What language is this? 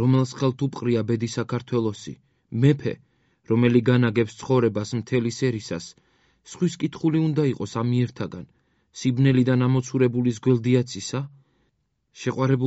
Georgian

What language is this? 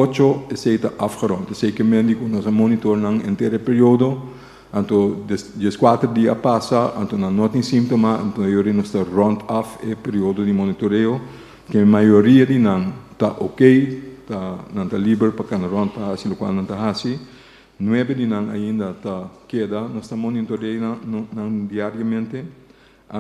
Papiamento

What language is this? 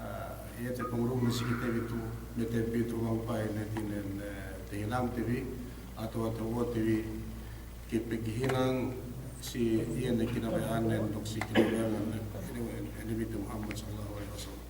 Yakan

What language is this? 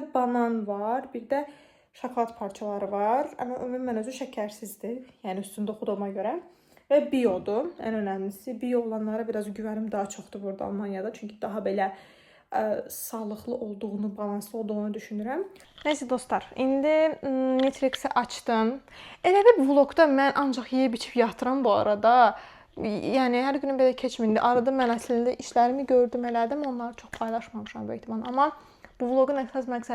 Azerbaijani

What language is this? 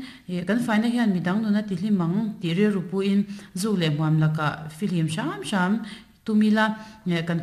Mizo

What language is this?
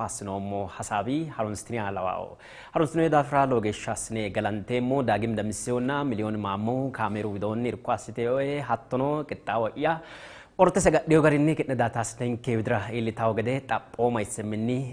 Sidamo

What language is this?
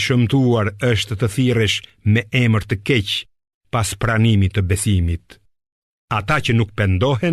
Albanian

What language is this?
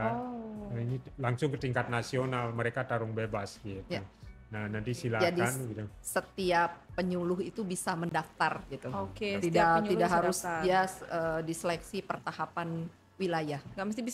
Indonesian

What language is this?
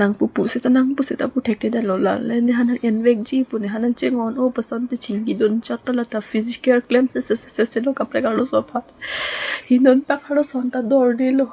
Karbi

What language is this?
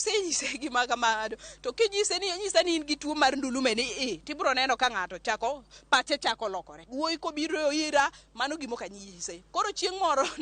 Luo (Kenya and Tanzania)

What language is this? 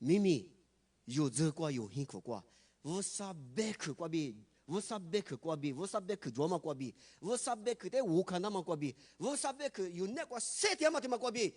Lisu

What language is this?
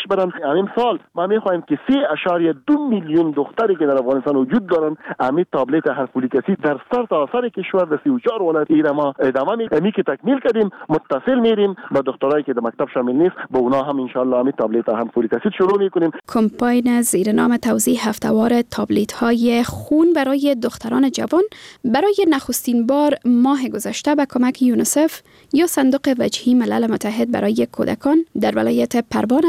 Persian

